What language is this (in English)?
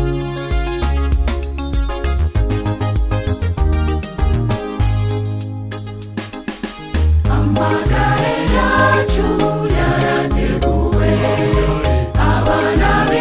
Kinyarwanda